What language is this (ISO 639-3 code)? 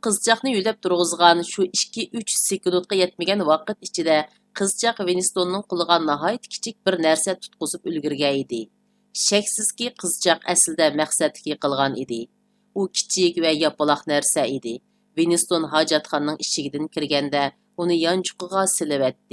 uig